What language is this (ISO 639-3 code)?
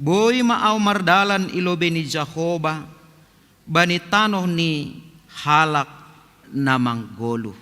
bts